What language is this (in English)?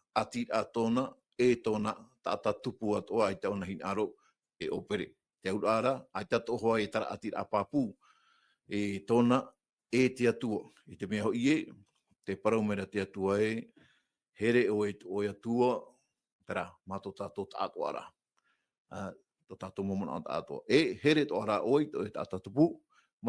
Tahitian